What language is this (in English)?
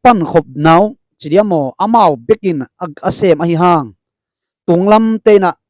Tedim Chin